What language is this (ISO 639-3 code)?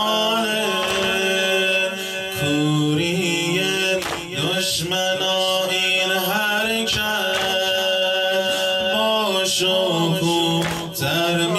fas